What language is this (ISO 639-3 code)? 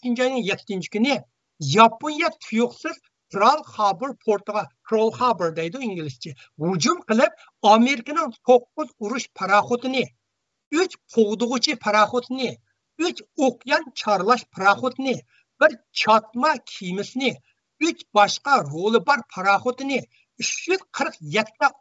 uig